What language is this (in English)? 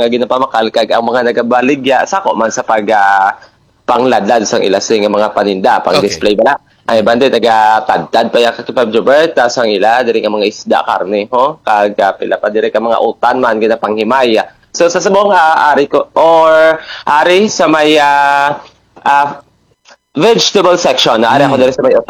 Hiligaynon